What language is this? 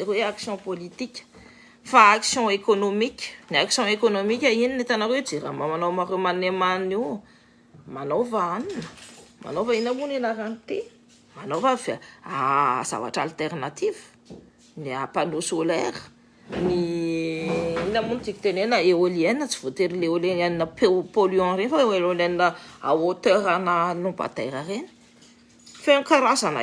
Malagasy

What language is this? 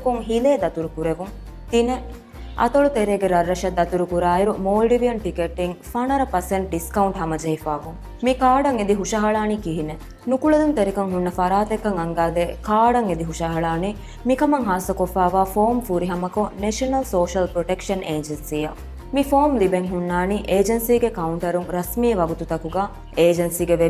Divehi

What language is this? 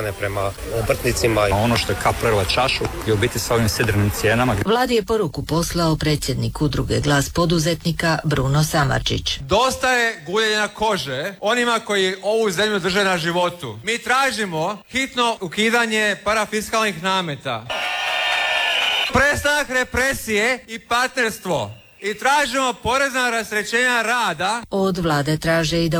Croatian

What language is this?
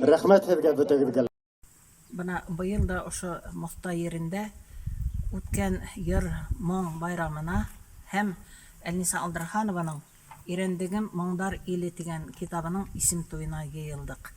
Bashkir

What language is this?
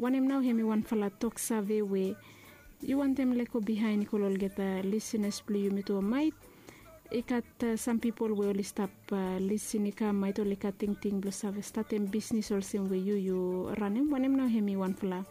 Bislama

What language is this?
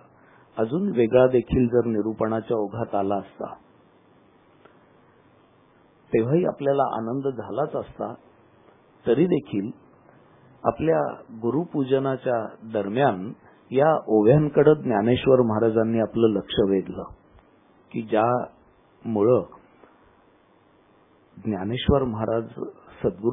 Marathi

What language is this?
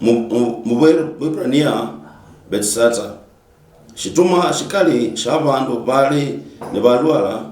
Luyia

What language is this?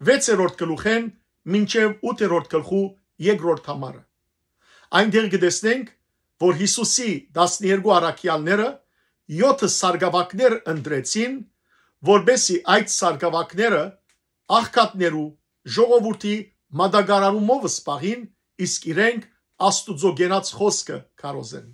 Western Armenian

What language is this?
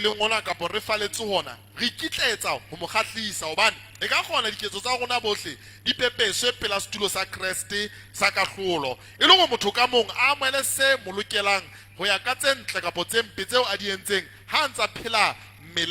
Southern Sotho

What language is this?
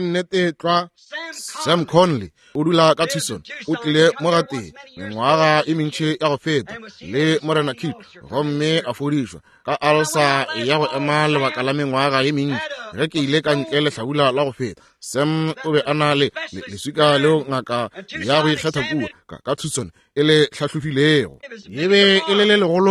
Northern Sotho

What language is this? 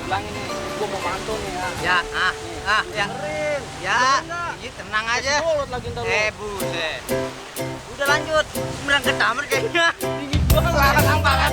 Betawi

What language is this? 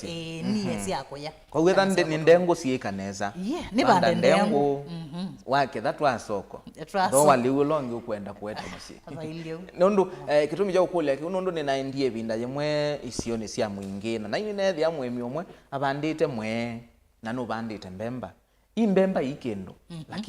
Kamba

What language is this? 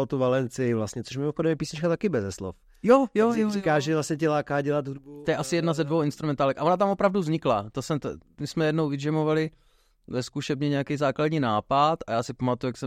Czech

